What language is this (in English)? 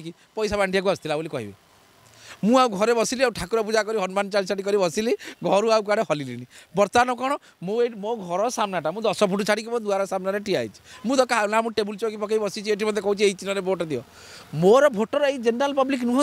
Odia